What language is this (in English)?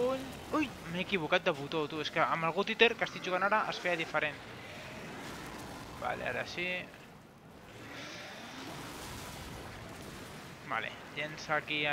Catalan